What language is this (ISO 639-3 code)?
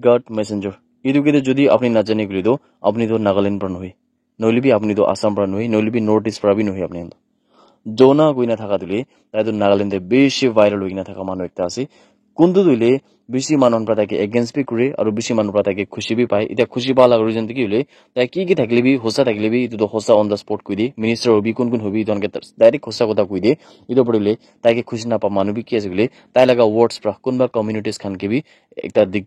nag